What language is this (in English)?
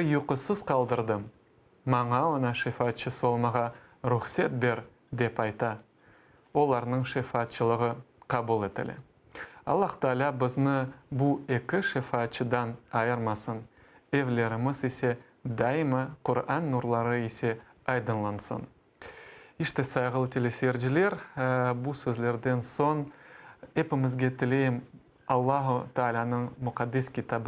Crimean Tatar